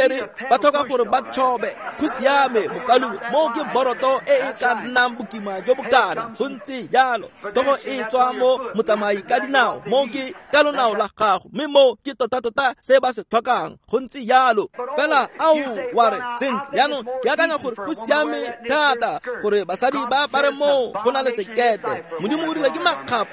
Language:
Tswana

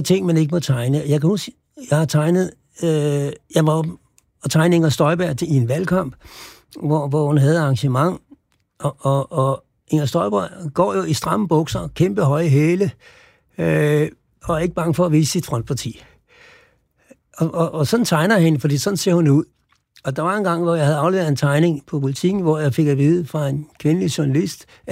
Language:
Danish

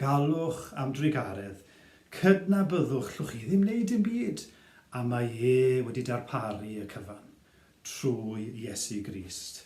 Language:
Welsh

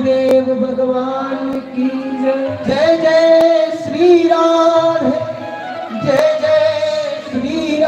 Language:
Dogri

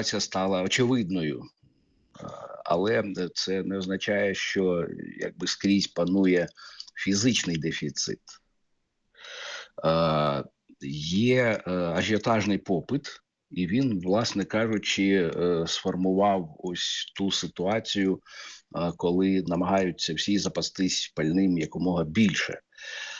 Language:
Ukrainian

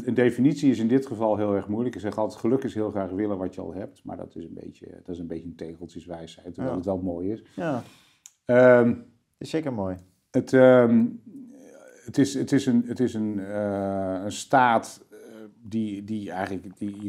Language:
Dutch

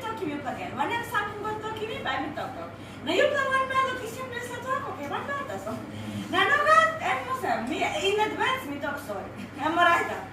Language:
Tok Pisin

